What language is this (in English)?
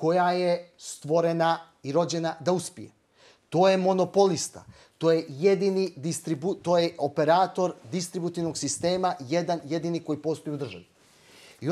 Bosnian